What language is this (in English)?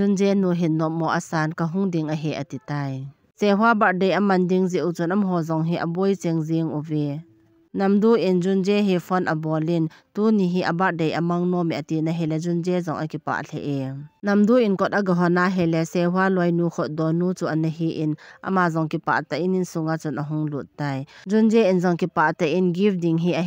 Thado Chin